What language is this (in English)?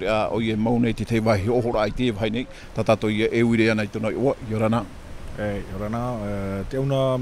Tahitian